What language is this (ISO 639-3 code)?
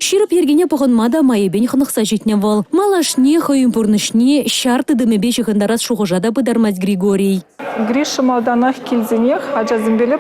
chv